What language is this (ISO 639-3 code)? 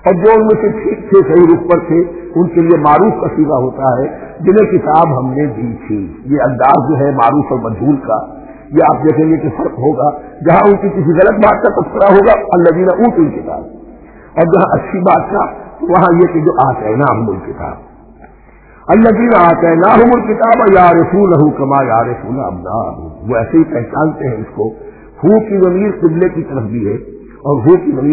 urd